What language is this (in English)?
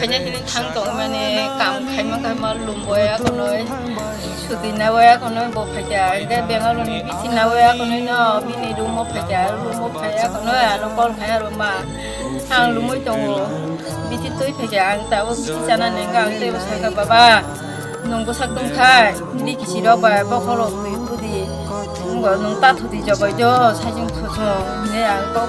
Kok Borok